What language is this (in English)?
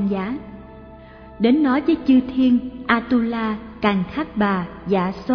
Vietnamese